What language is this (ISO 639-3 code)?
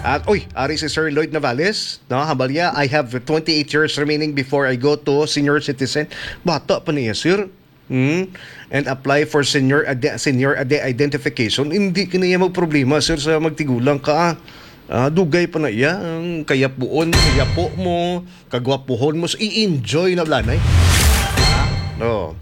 hil